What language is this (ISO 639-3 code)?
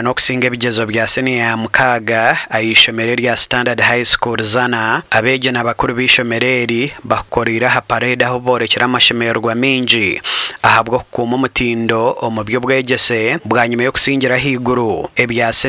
nyn